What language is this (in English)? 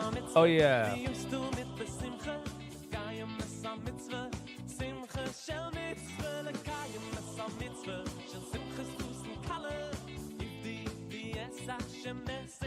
Yiddish